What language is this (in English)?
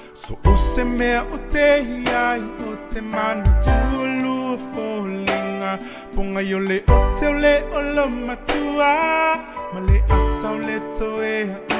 Samoan